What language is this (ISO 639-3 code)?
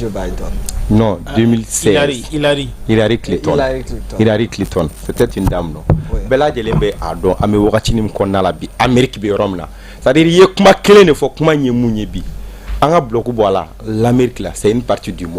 bam